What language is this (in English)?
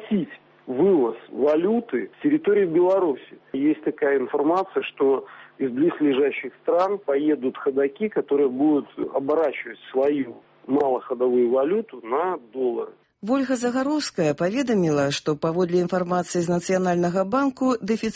Belarusian